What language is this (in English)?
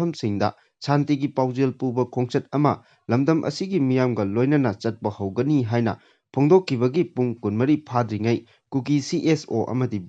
Manipuri